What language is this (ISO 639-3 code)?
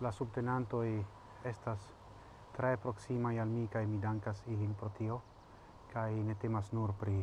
epo